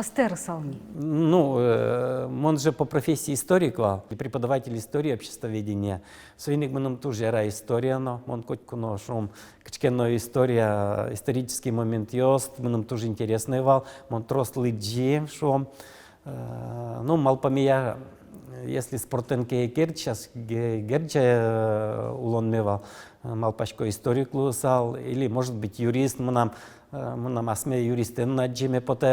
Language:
Udmurt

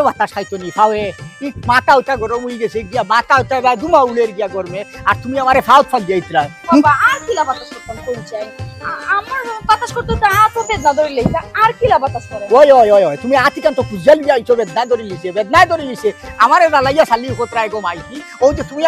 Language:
Sylheti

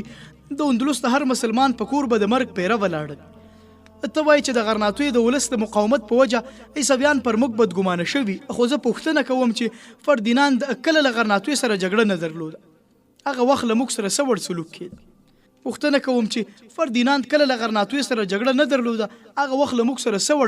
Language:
Pashto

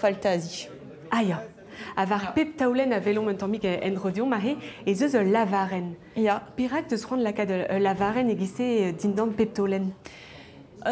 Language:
Breton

